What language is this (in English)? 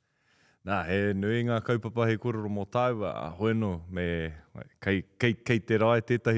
Māori